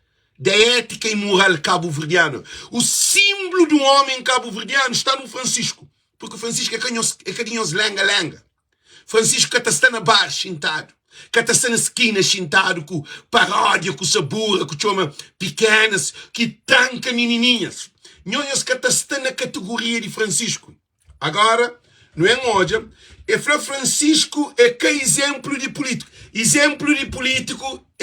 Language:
Kabuverdianu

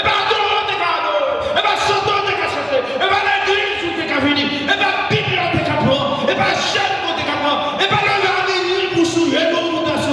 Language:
Haitian Creole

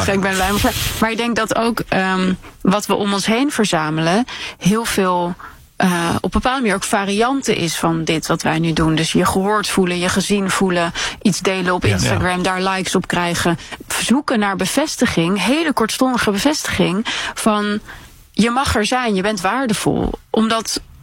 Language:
Dutch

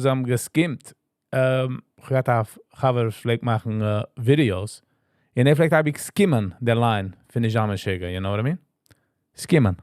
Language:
Yiddish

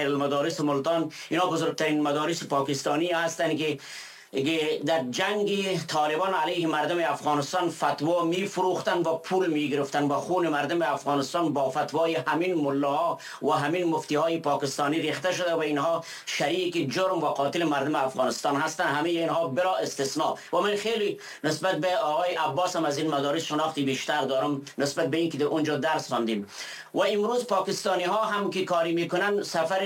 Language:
Persian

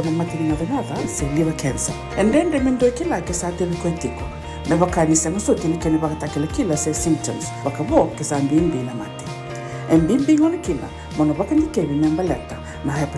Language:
Fijian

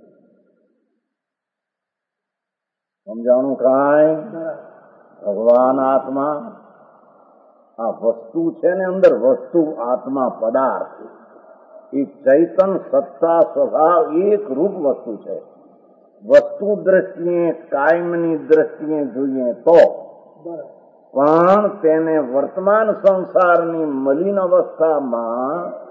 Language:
Gujarati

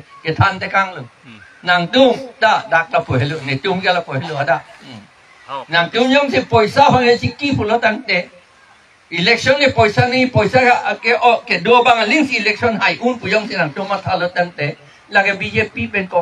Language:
Karbi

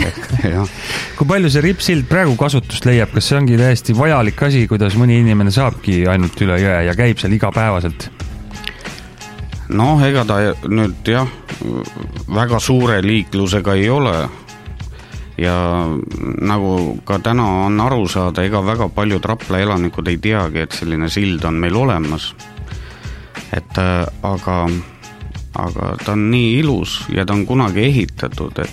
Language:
Estonian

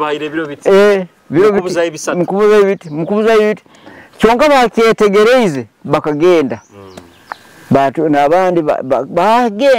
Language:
Nyoro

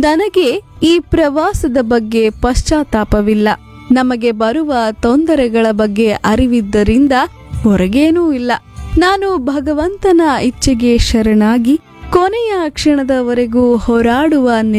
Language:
Kannada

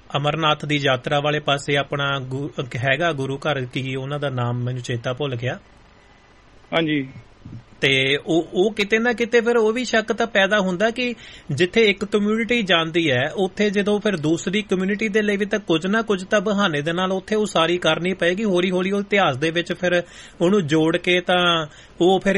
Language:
Punjabi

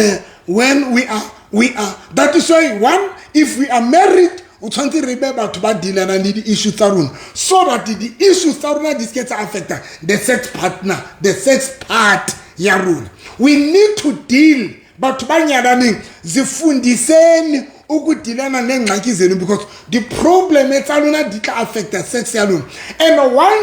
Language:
Southern Sotho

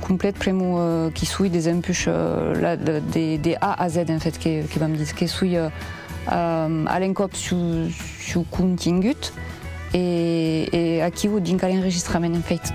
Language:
Occitan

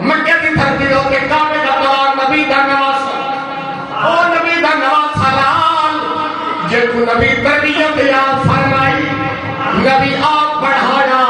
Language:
Saraiki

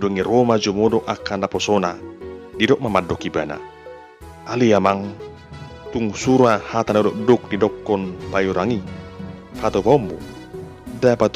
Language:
Batak Toba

